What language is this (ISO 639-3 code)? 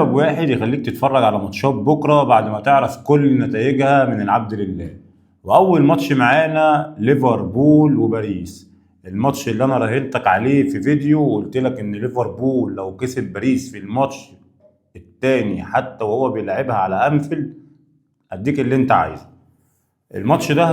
arz